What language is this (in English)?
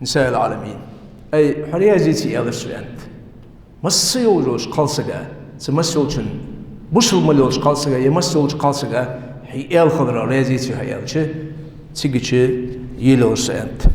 Ingush